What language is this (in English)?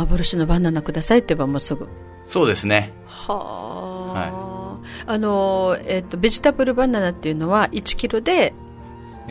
Japanese